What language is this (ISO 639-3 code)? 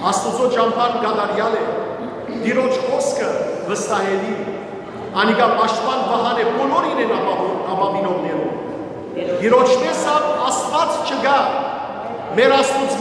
hyw